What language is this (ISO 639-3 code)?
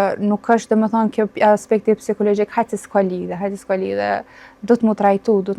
sqi